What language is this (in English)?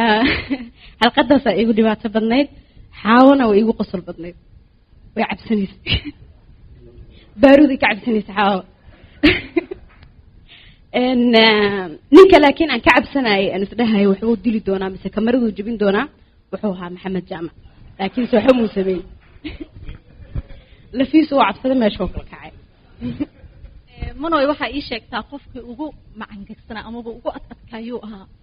Somali